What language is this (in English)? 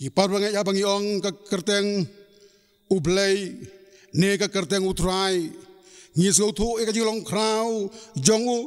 Khasi